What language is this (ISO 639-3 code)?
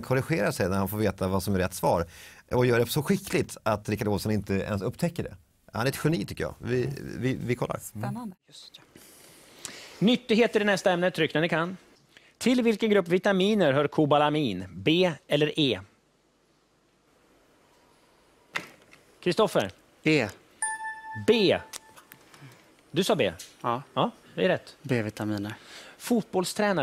swe